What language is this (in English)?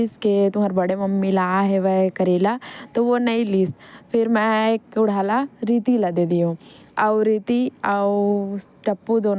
Chhattisgarhi